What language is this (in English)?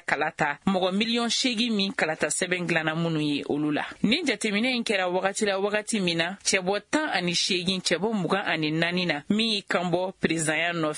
Bambara